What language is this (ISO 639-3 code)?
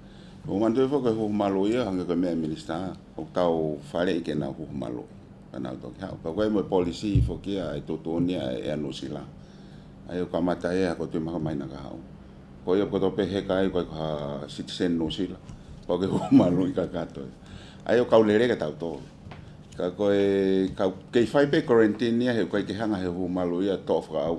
ton